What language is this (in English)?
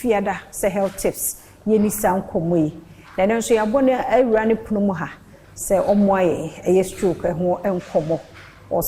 Akan